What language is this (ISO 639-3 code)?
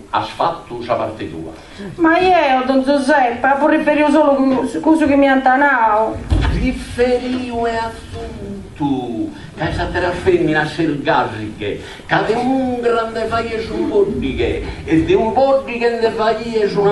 srd